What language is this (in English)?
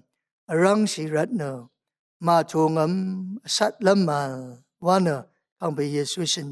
Rawang